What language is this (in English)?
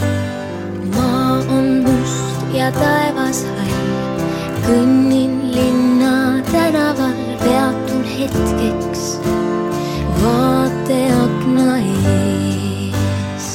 Estonian